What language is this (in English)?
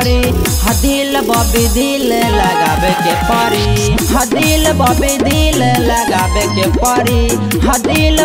Bhojpuri